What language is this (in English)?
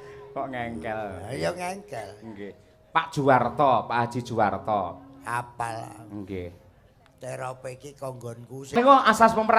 Javanese